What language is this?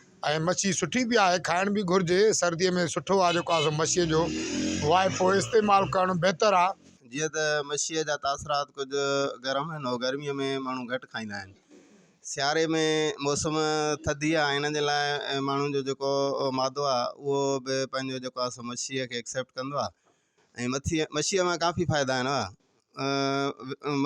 Sindhi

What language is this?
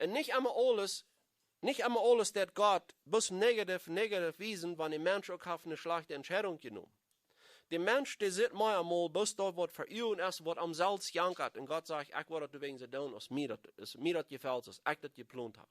Plautdietsch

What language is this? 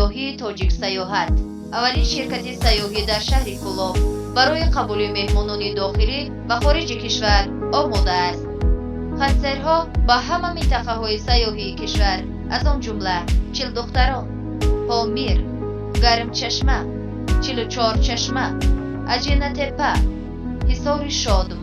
Tajik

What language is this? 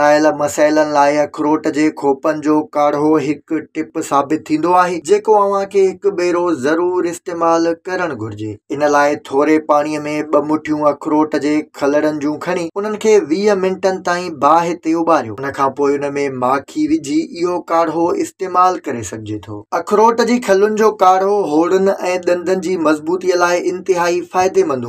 Sindhi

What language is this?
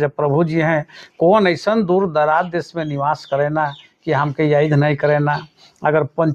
Sadri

